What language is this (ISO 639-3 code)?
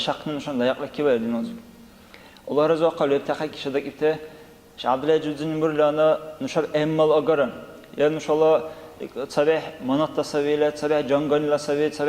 dar